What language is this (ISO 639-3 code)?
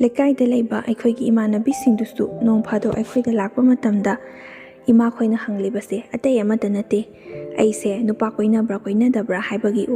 mni